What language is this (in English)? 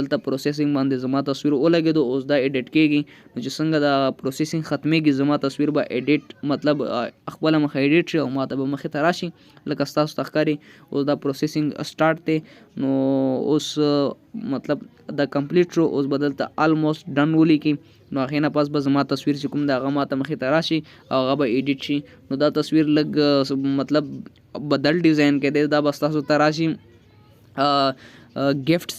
Pashto